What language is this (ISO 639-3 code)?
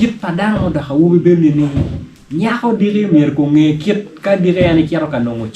ach